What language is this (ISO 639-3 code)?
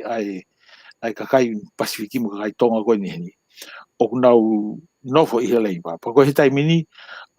ton